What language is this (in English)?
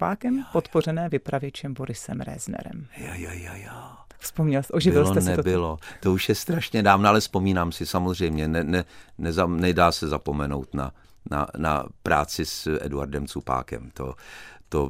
Czech